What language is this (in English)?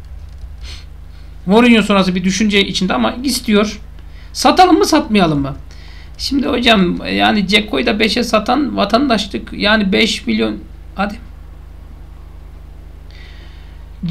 Turkish